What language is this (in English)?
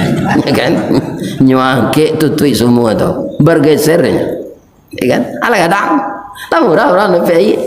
Minangkabau